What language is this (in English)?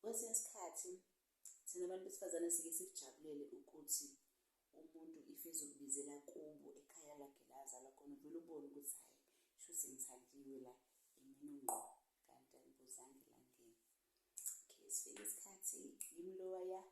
Zulu